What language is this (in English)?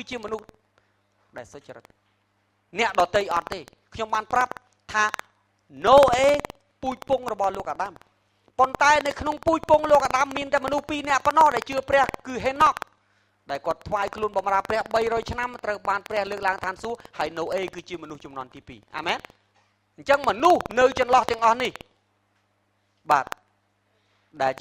Khmer